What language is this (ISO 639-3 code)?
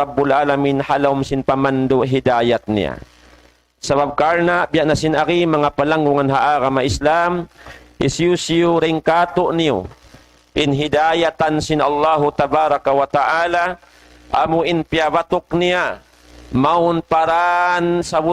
tsg